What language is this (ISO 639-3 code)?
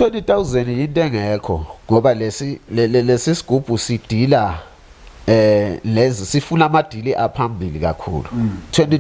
zul